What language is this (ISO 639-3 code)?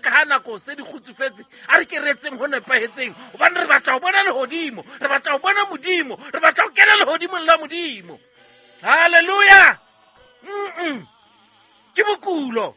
sot